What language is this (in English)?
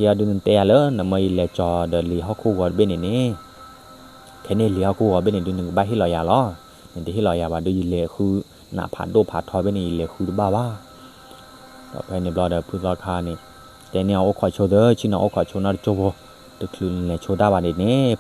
S'gaw Karen